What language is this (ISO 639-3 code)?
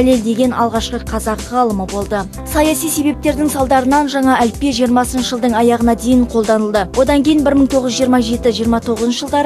kaz